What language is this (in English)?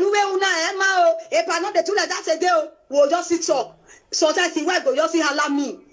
Nigerian Pidgin